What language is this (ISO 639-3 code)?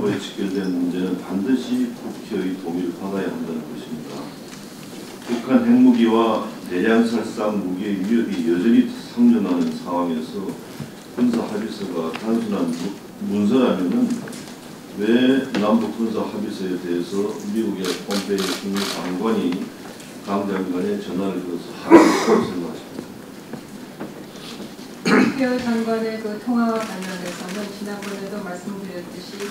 kor